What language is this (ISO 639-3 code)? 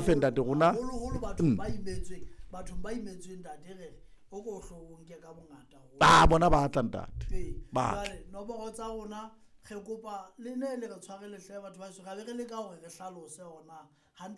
sot